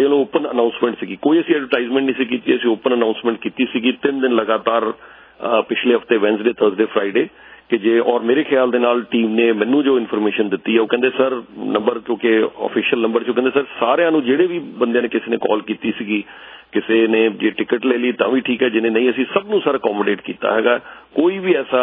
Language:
Punjabi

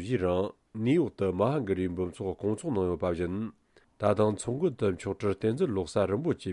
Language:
Tibetan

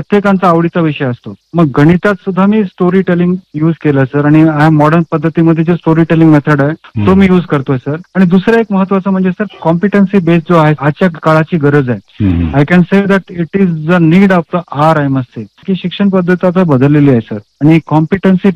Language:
Marathi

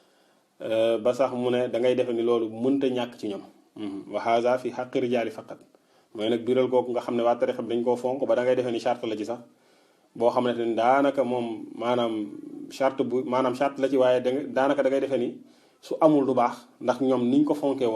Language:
Wolof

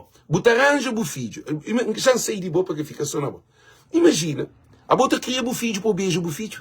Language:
Kabuverdianu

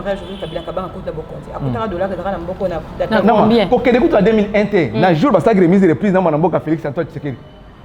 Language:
Lingala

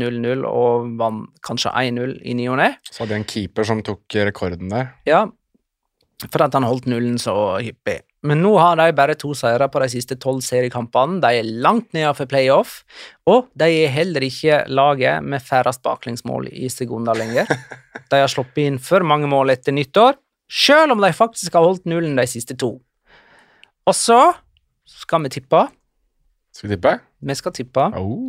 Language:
Norwegian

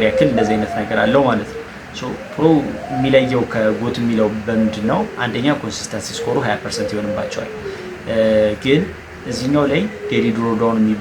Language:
Amharic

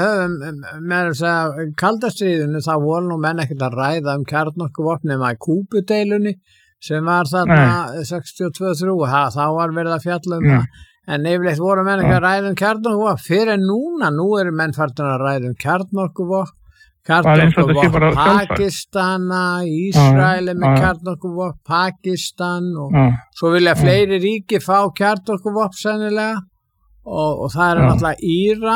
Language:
Icelandic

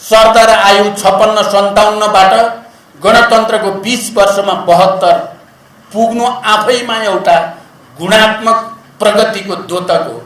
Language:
Nepali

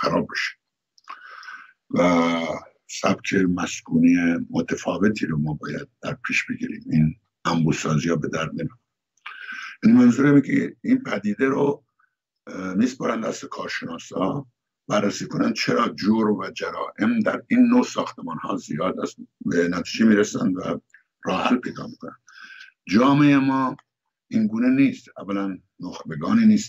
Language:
Persian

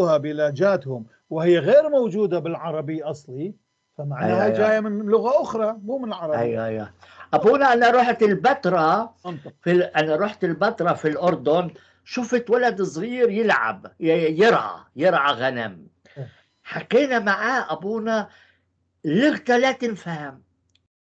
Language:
North Levantine Arabic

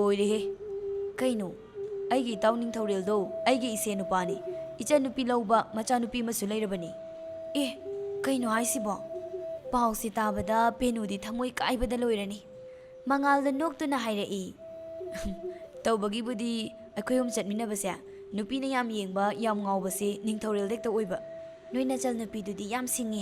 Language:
Manipuri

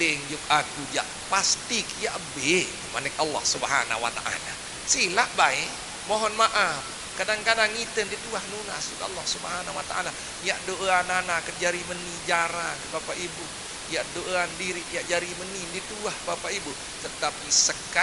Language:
Sasak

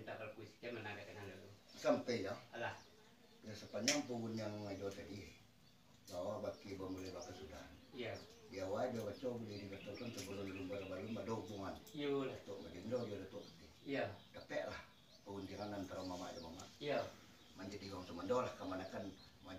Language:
Minangkabau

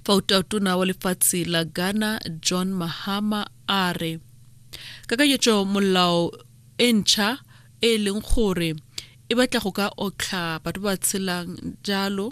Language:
Tswana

